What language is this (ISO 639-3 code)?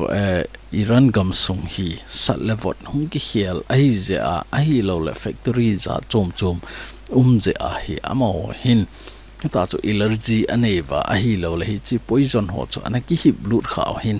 tcz